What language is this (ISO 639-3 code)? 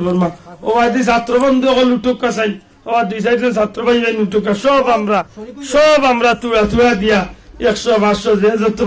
syl